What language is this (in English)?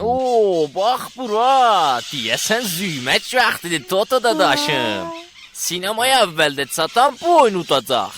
South Azerbaijani